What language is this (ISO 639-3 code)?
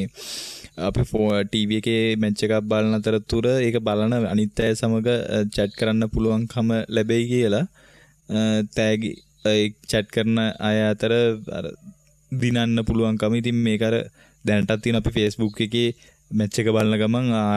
sin